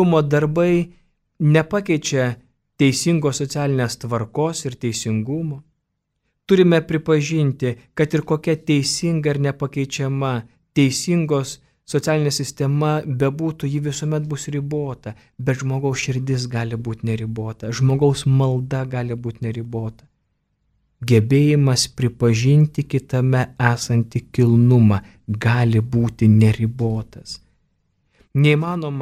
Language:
Lithuanian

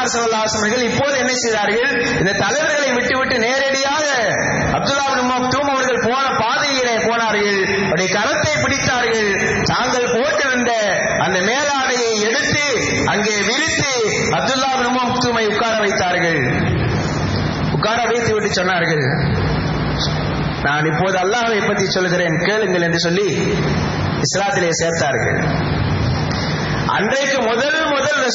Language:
Tamil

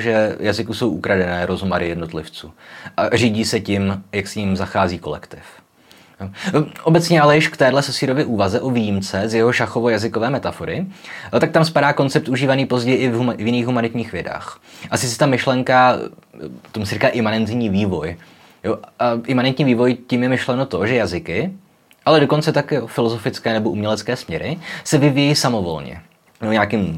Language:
Czech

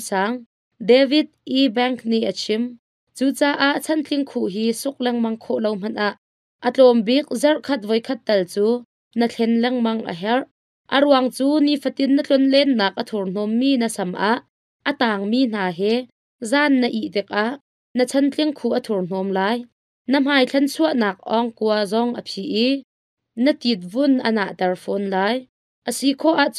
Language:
Hakha Chin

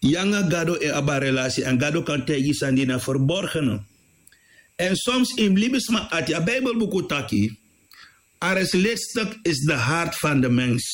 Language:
Sranan Tongo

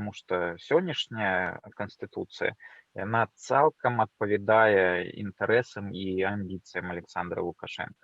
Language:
Belarusian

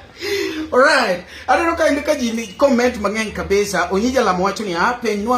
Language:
Luo (Kenya and Tanzania)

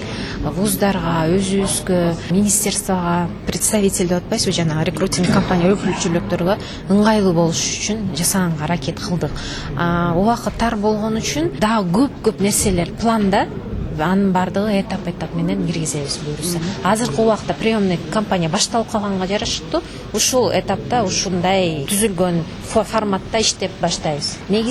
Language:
Kyrgyz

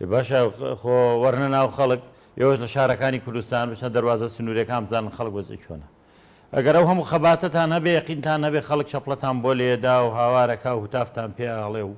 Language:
Central Kurdish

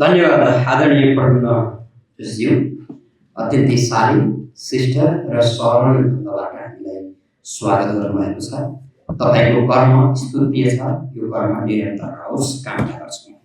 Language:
Nepali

